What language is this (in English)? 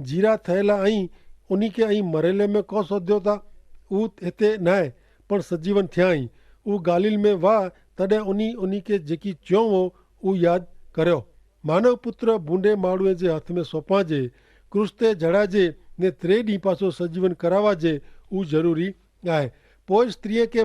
Kachhi